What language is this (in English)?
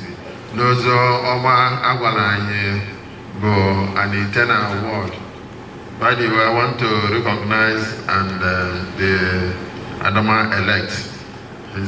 Igbo